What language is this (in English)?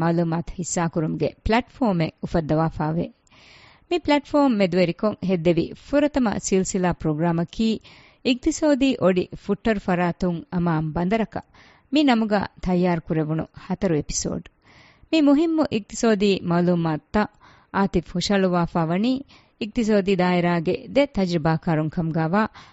Divehi